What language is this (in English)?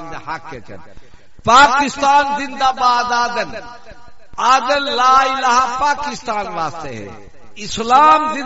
Saraiki